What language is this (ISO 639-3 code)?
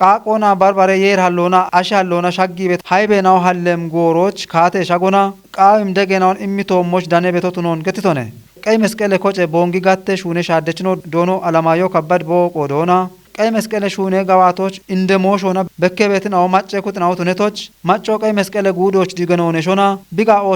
kbr